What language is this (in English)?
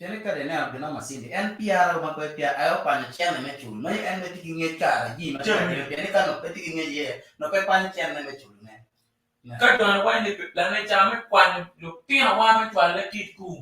Acoli